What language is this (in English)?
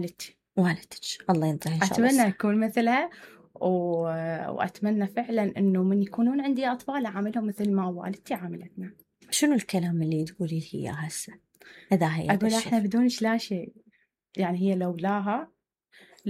Mesopotamian Arabic